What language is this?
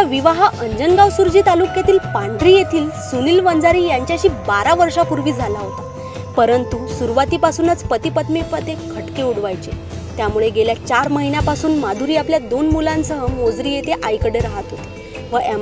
Marathi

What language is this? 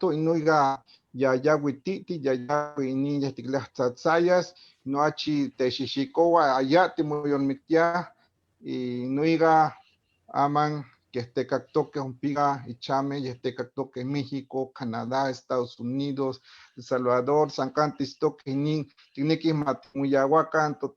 Eastern Huasteca Nahuatl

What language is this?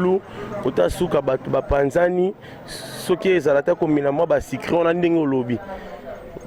Lingala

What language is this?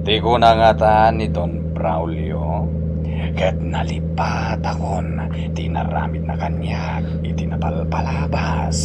Iloko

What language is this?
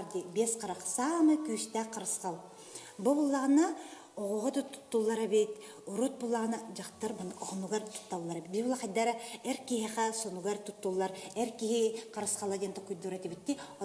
Yakut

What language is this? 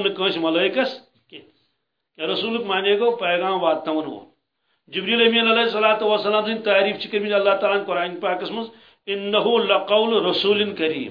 Kashmiri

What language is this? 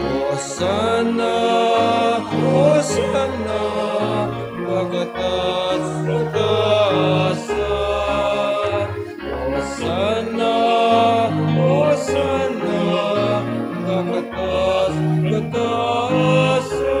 Pampanga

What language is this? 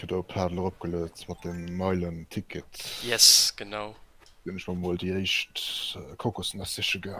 Luxembourgish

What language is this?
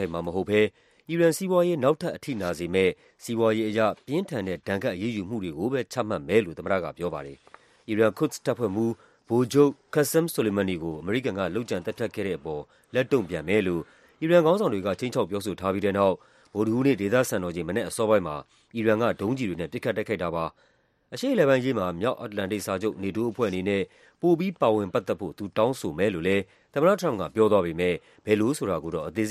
Burmese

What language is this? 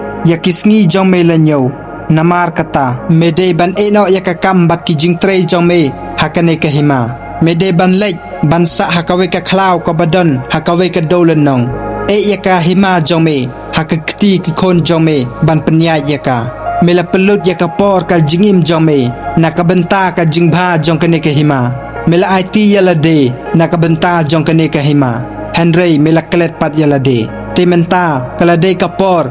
Khasi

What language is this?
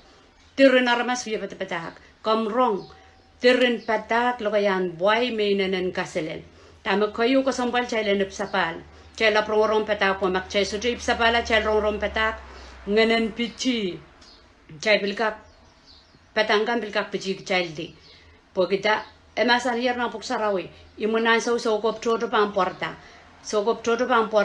Pohnpeian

